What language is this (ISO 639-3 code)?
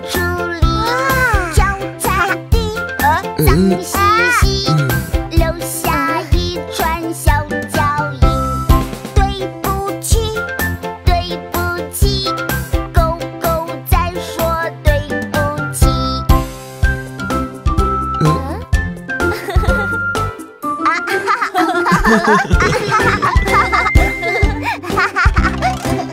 zho